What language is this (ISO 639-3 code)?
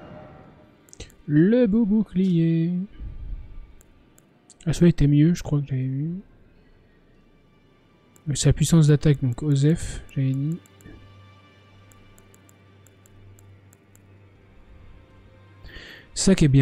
fra